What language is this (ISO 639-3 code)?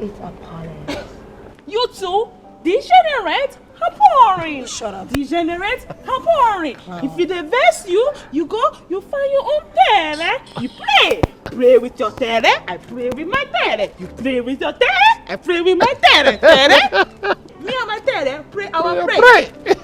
pcm